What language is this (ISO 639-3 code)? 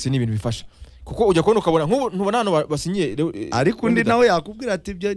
kin